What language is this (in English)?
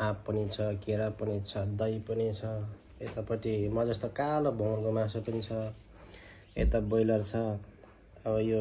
Nepali